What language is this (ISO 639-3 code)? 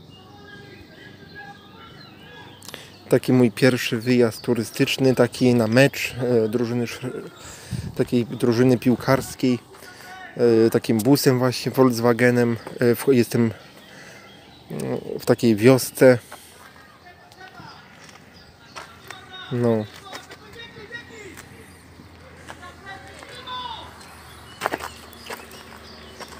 pol